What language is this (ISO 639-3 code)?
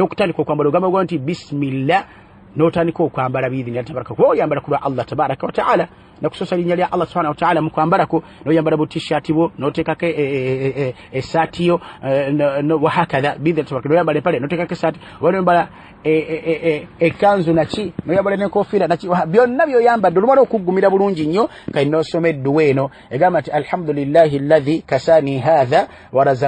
lug